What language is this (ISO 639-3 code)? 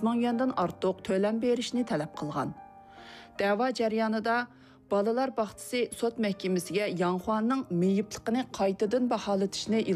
uig